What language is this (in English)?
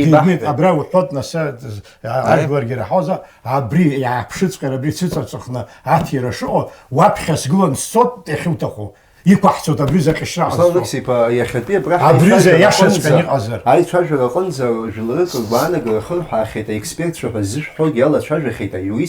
Abkhazian